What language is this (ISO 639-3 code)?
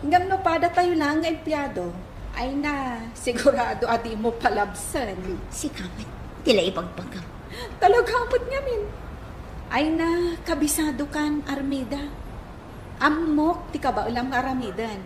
ilo